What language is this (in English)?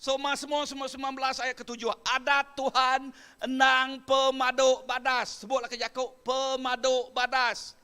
Iban